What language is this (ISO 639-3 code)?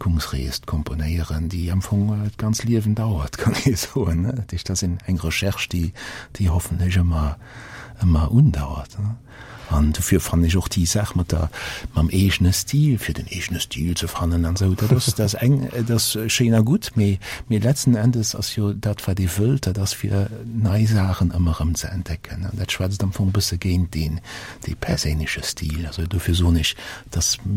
ltz